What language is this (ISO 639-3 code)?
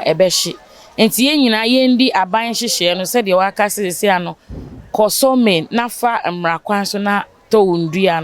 aka